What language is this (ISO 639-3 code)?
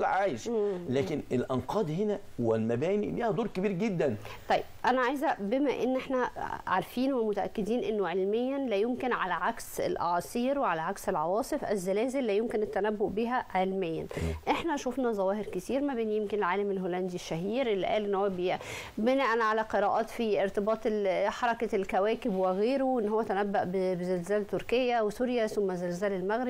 arz